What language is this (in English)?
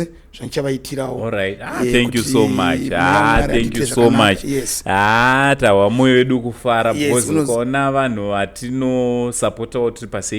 Shona